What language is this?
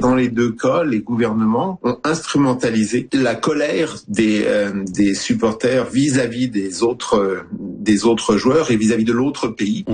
French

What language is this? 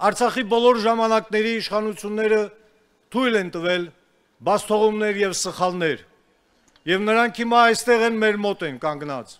Armenian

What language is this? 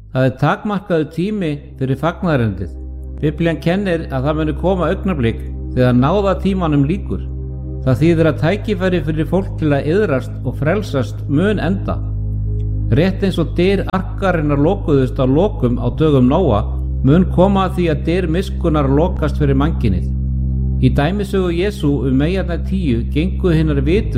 Icelandic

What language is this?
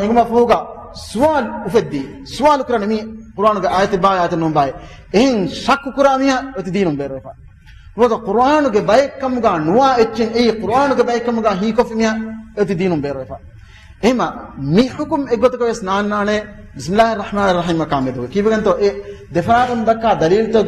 Divehi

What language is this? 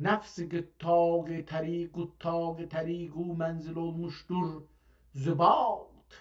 South Azerbaijani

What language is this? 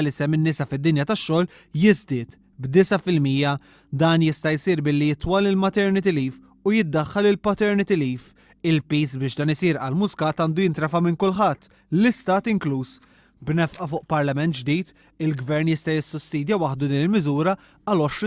Maltese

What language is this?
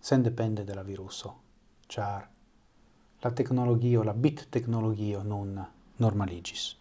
Esperanto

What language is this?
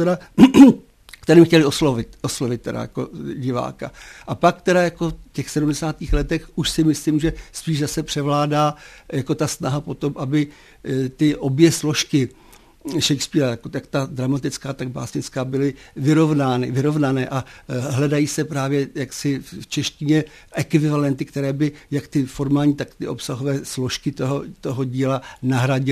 Czech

